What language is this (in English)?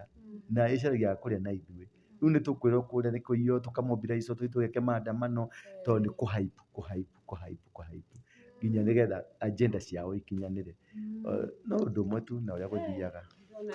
Kikuyu